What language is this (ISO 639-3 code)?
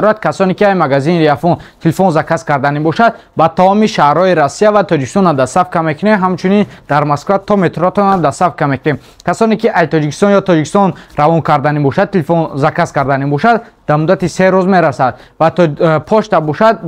tgk